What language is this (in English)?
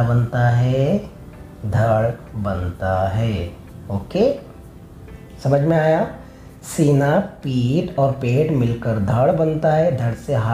Hindi